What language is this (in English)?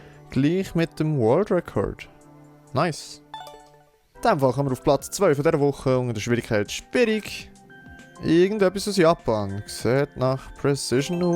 Swiss German